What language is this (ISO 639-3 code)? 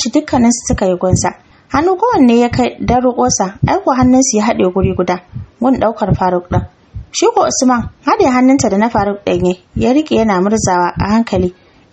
hau